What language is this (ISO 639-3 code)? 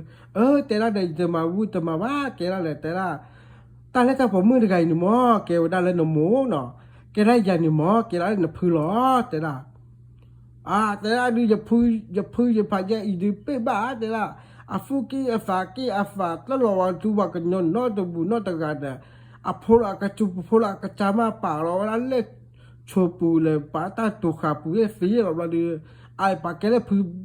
ksw